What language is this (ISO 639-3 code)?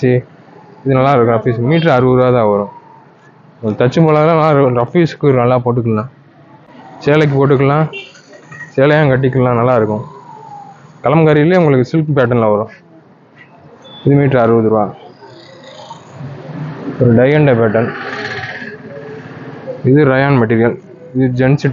tam